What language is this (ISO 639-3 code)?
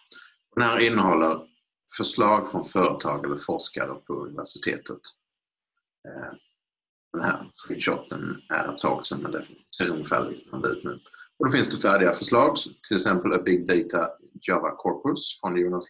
swe